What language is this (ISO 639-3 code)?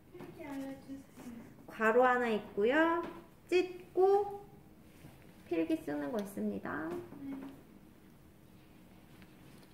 kor